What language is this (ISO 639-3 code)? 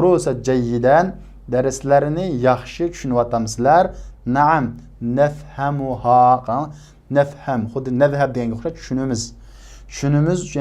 uig